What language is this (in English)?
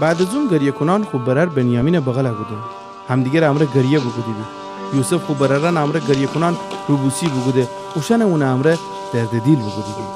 Gilaki